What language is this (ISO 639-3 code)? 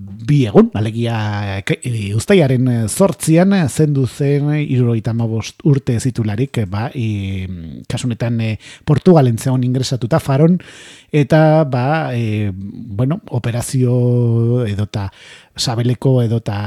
eus